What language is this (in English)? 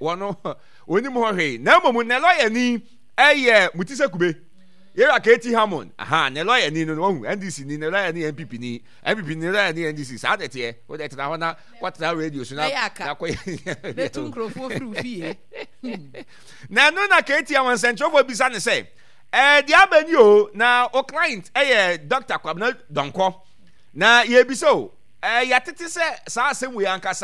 Akan